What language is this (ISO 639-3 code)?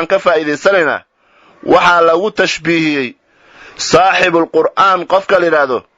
som